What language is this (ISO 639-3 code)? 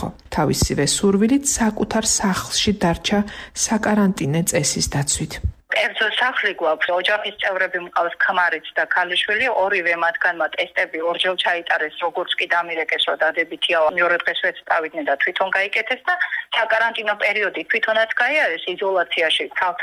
kat